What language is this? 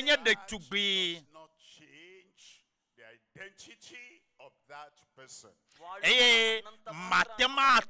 Ewe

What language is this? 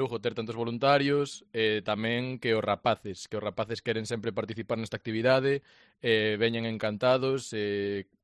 Galician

